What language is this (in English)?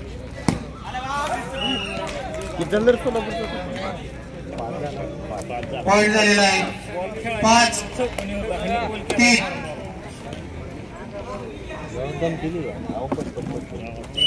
Marathi